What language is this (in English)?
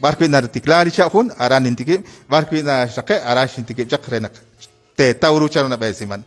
Kekchí